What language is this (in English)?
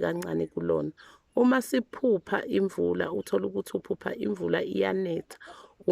Zulu